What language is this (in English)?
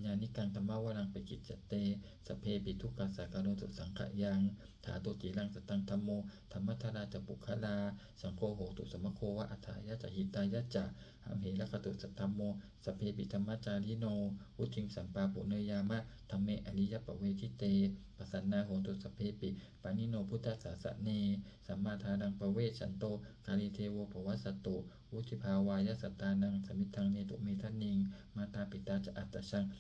Pali